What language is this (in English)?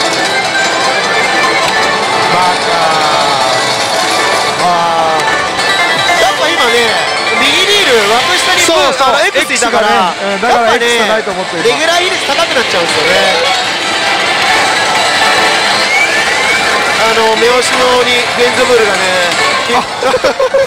Japanese